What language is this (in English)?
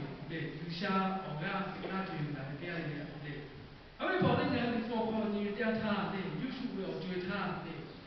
Lahu